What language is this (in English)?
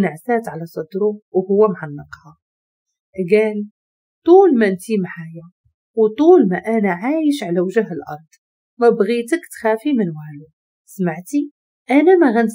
Moroccan Arabic